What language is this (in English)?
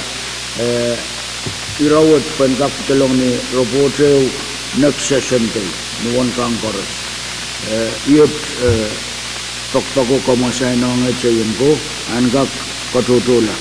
Pohnpeian